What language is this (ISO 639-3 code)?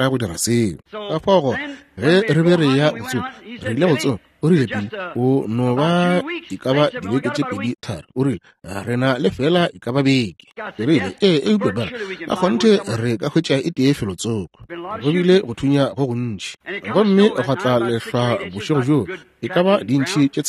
nso